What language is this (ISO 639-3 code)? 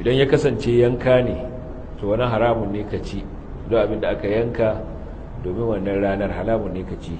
hau